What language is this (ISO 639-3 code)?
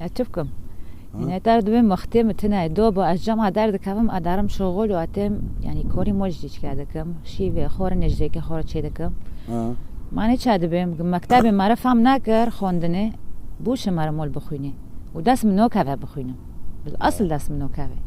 kur